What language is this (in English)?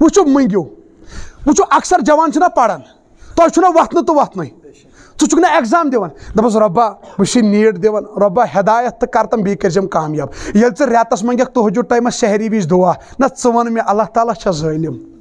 Kashmiri